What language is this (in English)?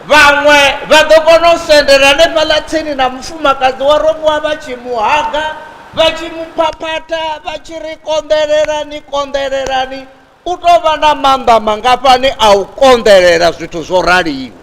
Venda